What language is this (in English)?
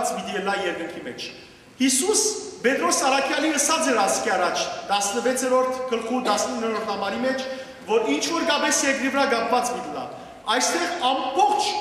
Western Armenian